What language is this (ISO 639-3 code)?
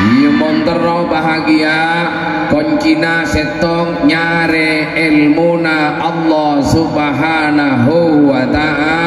mad